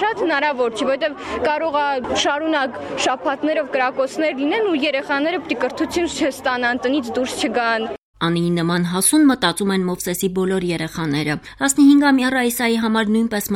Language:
Armenian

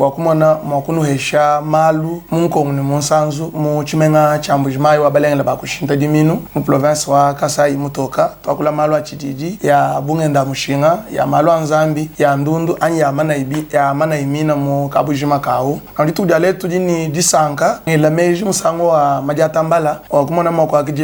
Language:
Luba-Lulua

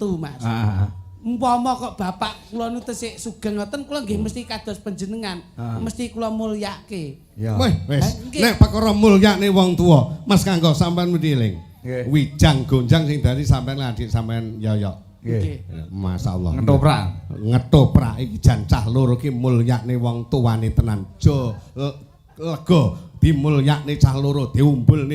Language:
Javanese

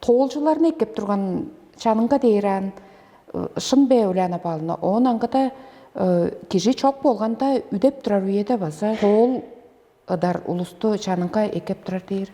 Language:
Tuvinian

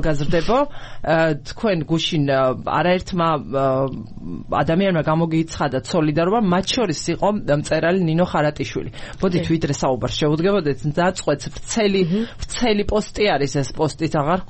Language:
Georgian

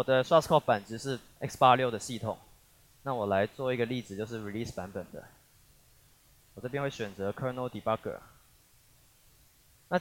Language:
Chinese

